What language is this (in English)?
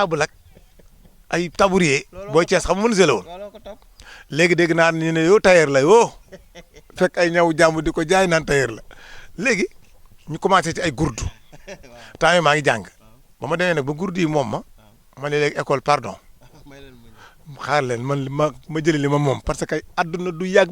Wolof